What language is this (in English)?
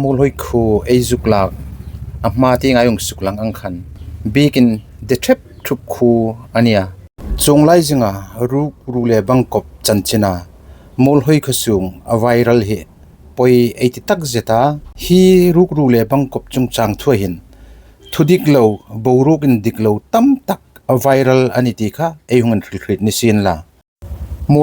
Hmar